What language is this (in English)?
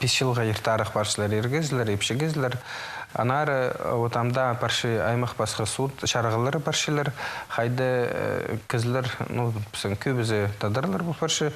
Khakas